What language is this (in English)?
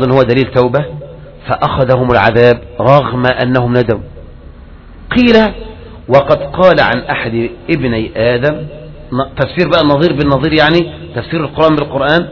Arabic